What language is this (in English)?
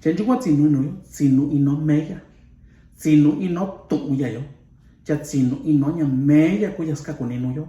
Mixtepec Mixtec